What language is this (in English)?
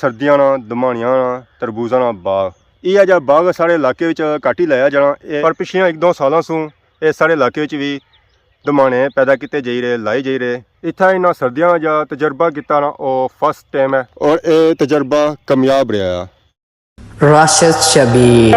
Pahari-Potwari